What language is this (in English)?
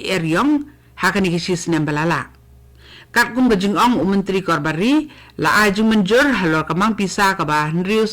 Khasi